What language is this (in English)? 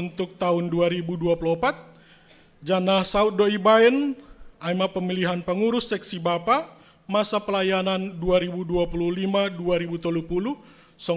Batak Simalungun